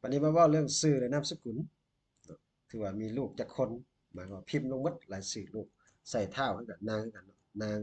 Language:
Lao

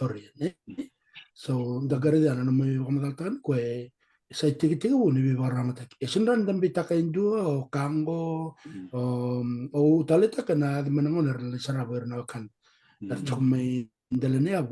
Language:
Fijian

